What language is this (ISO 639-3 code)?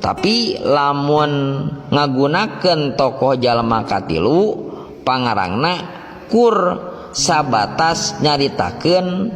sun